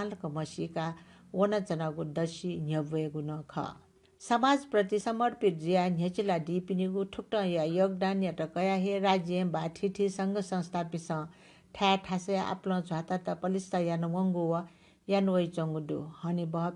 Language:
Newari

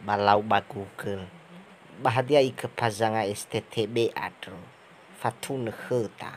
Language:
Nias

